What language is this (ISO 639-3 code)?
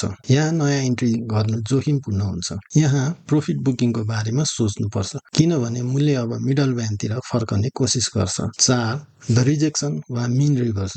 nep